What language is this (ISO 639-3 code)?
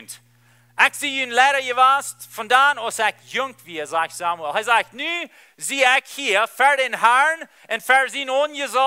pdt